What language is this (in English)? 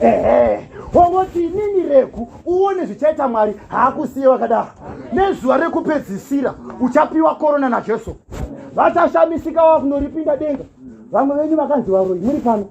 Shona